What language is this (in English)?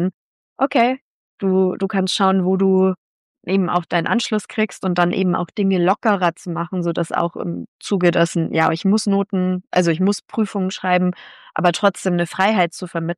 German